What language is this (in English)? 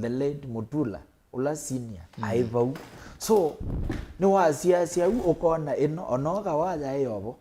Kamba